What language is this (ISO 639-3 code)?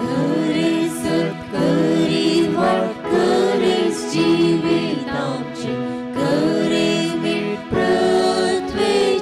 kok